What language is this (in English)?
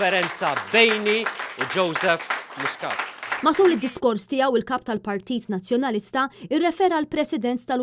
Maltese